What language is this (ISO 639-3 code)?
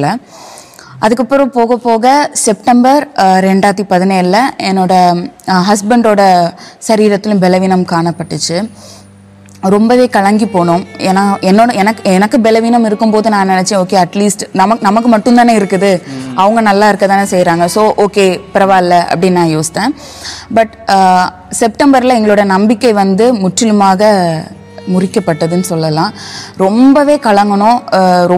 tam